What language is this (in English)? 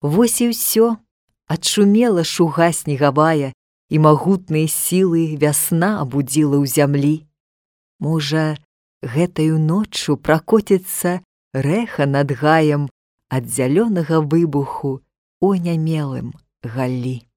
Belarusian